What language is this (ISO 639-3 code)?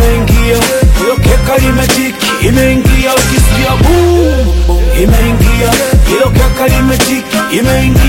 swa